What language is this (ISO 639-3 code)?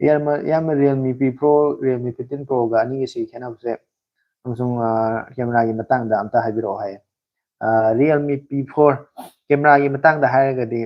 mni